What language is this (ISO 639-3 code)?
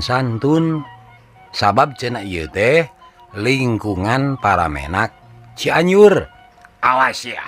sun